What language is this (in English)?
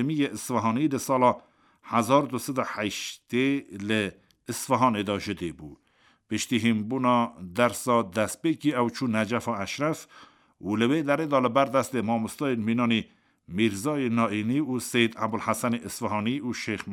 Kurdish